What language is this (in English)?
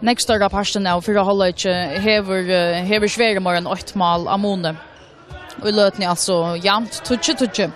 Faroese